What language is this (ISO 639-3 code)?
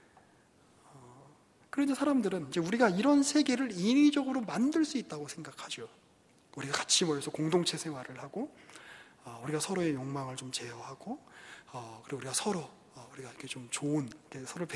kor